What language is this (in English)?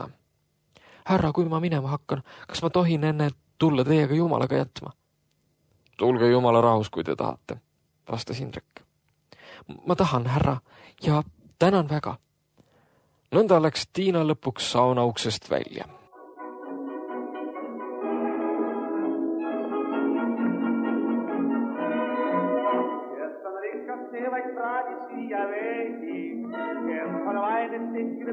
Estonian